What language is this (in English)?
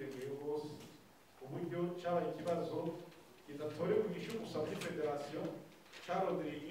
Rundi